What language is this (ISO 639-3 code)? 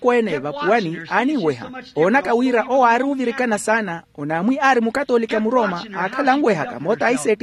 vmw